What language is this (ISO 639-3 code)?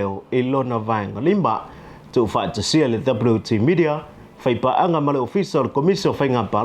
smo